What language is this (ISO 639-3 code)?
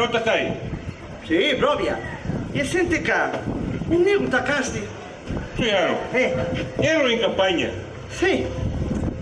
scn